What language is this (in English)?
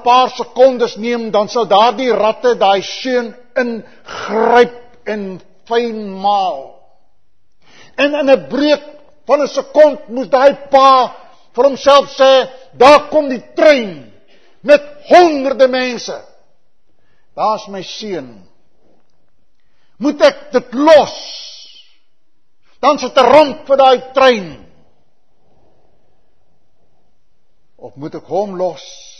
Afrikaans